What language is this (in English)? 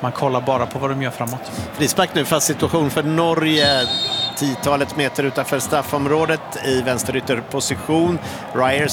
Swedish